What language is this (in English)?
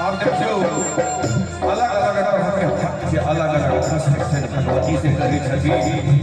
Maithili